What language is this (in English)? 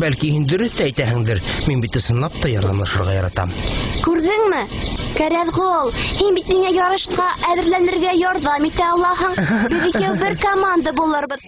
Bashkir